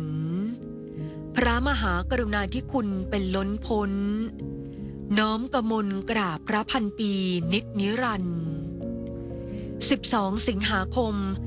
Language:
Thai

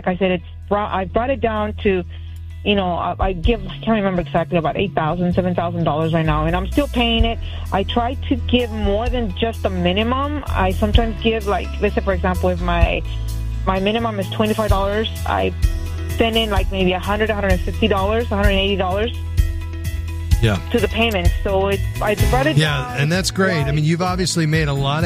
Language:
English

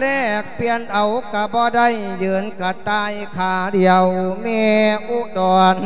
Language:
Lao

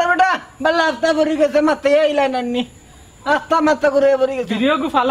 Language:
Sylheti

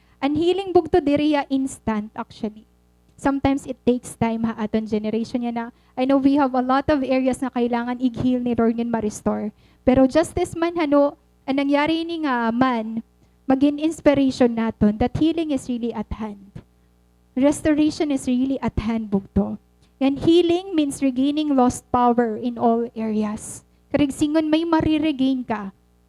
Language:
Waray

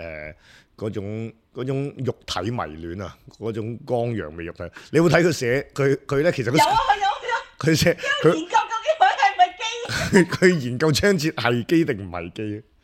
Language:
Cantonese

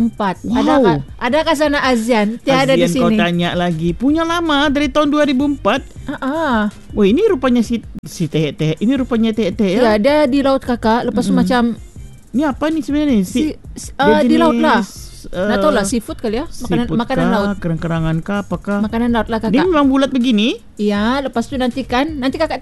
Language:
Malay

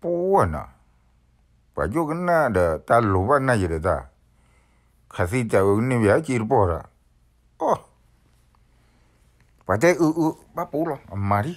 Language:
S'gaw Karen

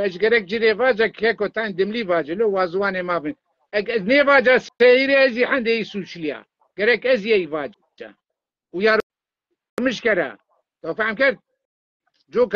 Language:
Zaza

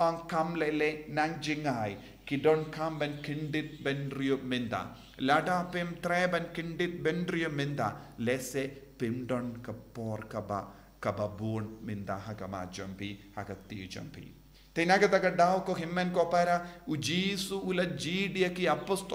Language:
Khasi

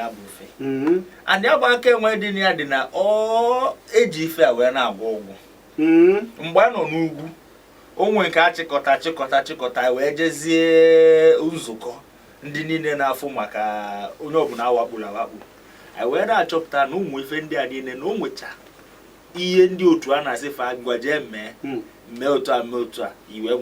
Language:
Igbo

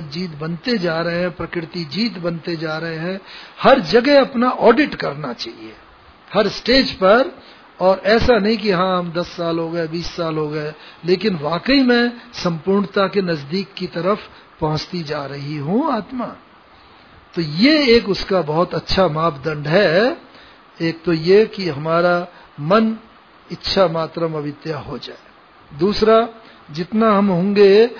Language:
Hindi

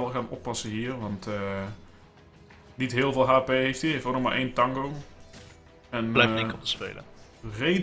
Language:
Dutch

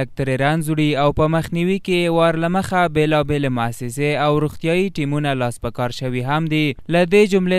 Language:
Pashto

